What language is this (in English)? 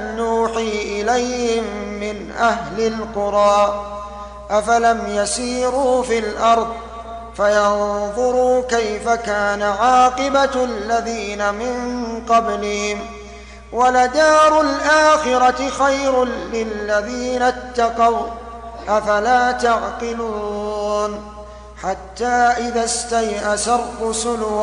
Arabic